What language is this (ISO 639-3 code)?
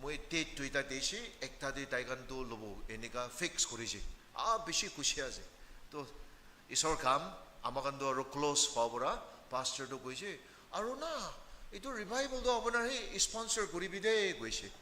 nag